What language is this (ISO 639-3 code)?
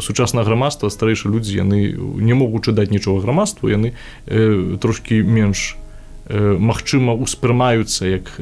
bel